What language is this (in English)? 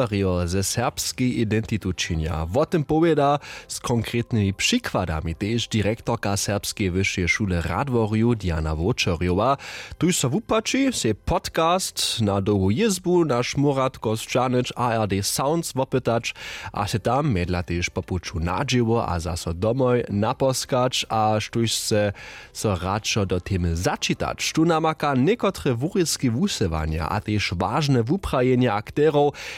Upper Sorbian